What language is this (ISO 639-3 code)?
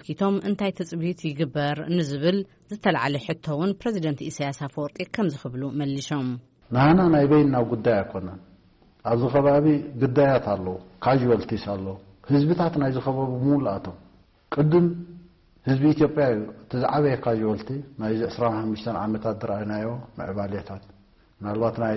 tir